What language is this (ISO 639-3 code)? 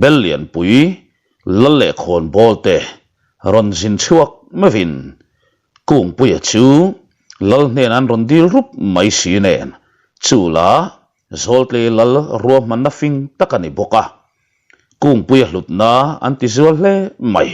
lus